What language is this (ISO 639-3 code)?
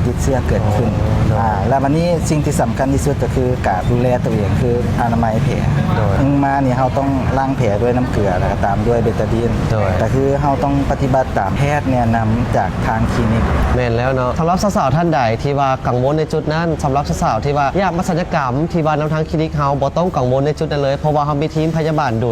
lao